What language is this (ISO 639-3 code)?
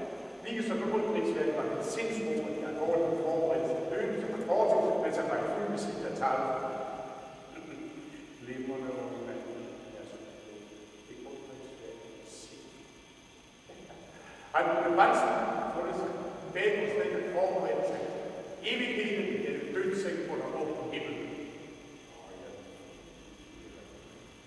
dan